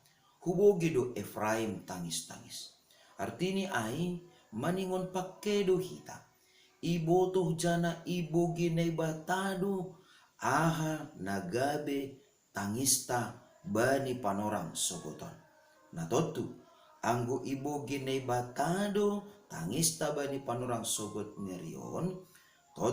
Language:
Batak Simalungun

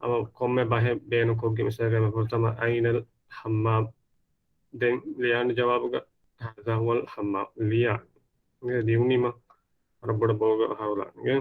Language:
Divehi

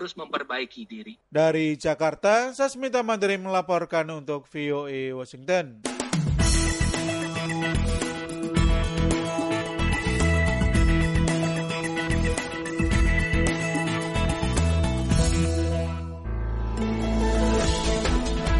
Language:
Indonesian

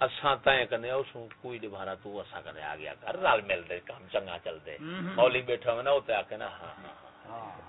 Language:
Saraiki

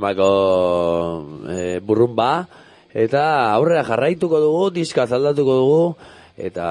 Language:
Basque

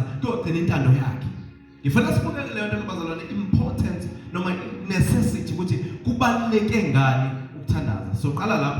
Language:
Zulu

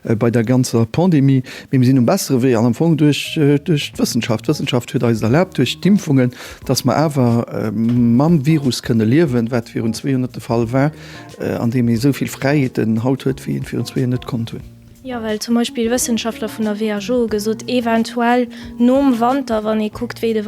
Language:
Luxembourgish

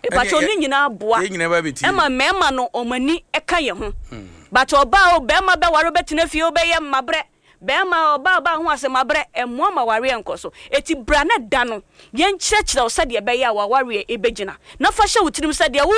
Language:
Akan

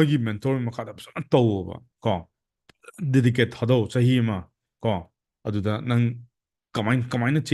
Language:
Manipuri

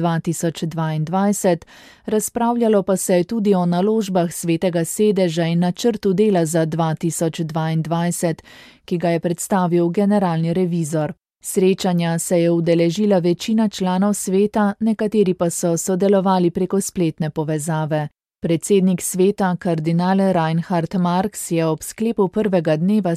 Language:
Slovenian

